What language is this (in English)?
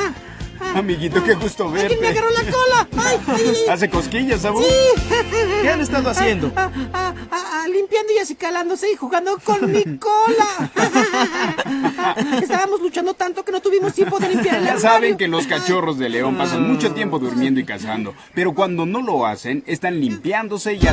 Spanish